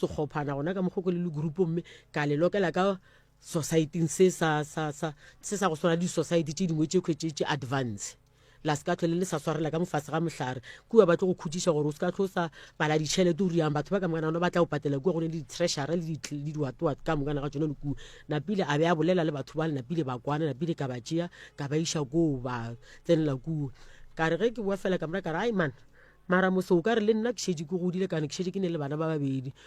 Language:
Northern Sotho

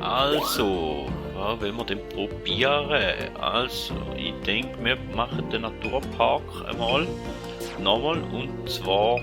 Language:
Swiss German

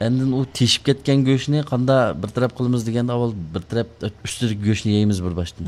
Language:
Uyghur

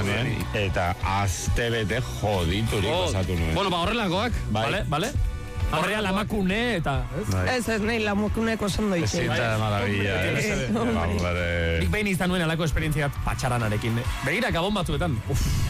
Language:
Basque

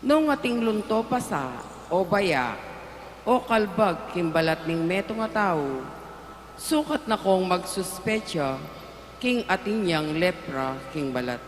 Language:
Pampanga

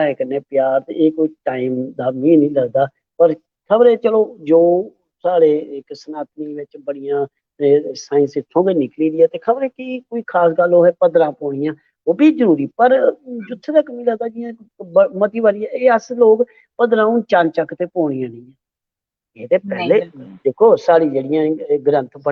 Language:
Dogri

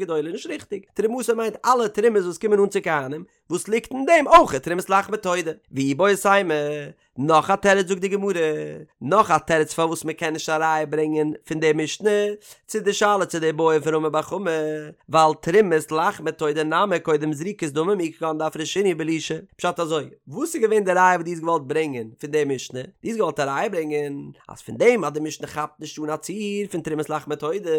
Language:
Yiddish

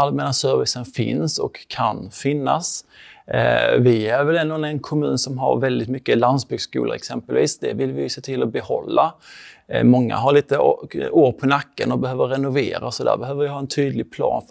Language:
Swedish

